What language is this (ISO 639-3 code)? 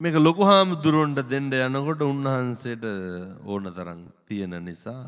sin